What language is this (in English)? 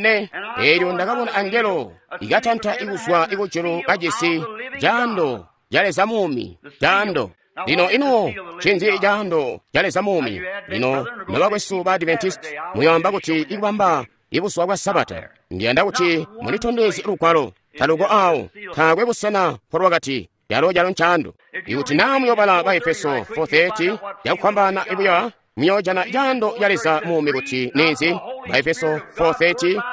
Tonga (Zambia)